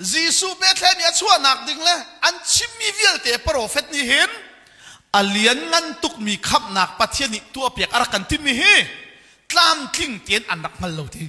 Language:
Hakha Chin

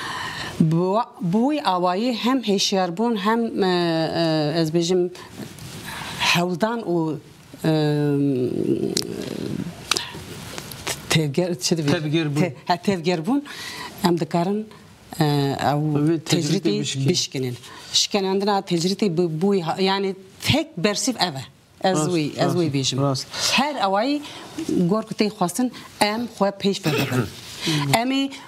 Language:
Kurdish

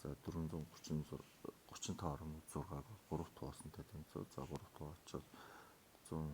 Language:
Mongolian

